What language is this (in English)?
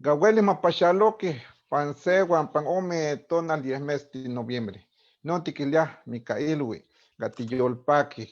Eastern Huasteca Nahuatl